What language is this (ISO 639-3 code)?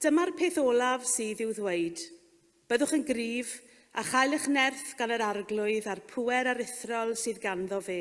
cym